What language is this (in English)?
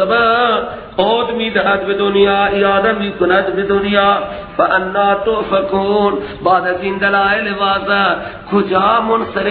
Persian